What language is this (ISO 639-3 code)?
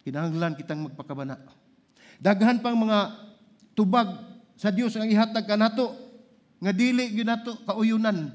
ceb